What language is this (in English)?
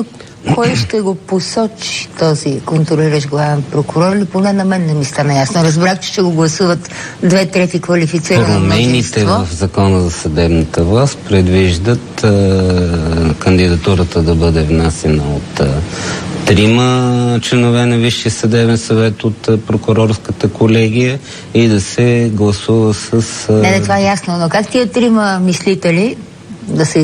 Bulgarian